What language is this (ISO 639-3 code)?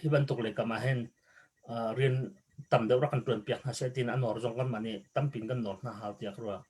cnh